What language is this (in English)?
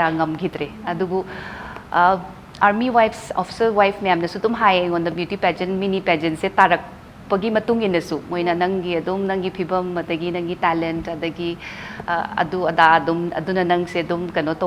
Manipuri